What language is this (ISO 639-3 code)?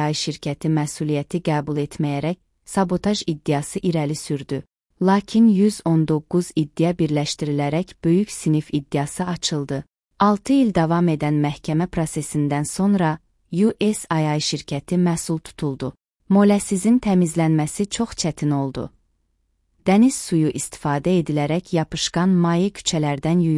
aze